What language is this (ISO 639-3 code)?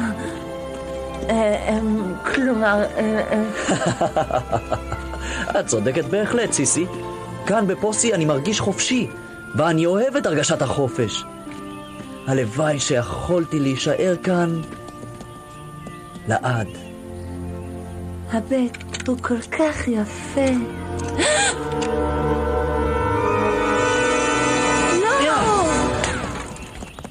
heb